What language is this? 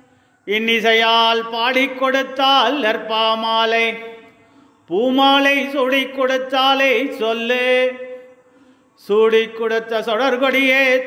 Tamil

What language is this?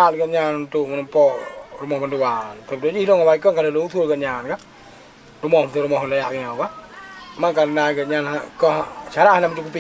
Achinese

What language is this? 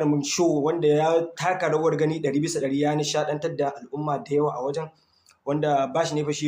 Hausa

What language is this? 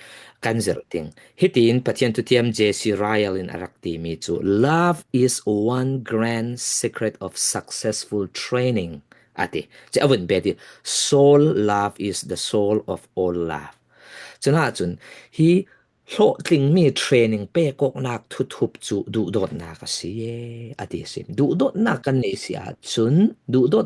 Falam Chin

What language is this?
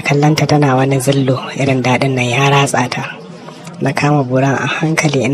Hausa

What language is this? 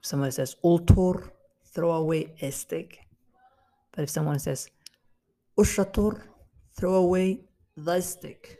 English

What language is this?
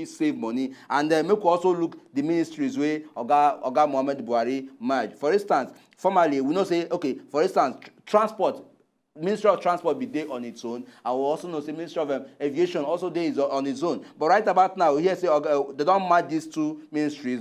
Nigerian Pidgin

